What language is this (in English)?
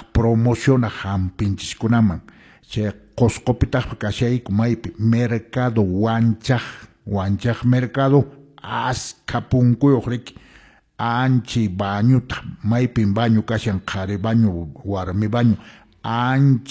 Quechua